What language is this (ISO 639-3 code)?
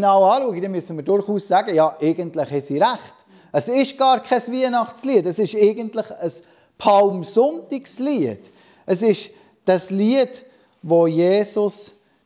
gsw